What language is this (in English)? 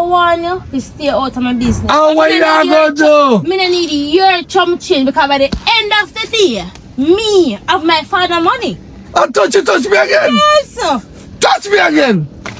Jamaican Creole English